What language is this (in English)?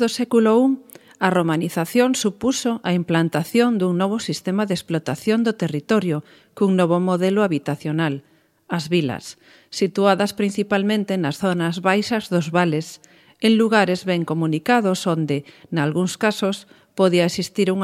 Galician